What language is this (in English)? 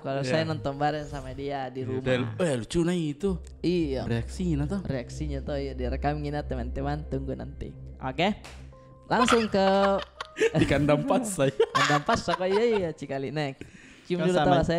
Makassar Malay